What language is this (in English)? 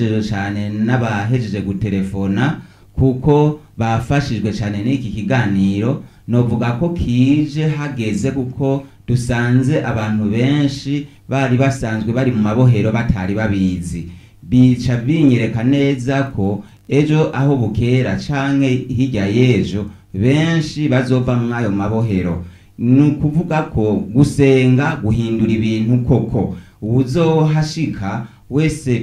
Rundi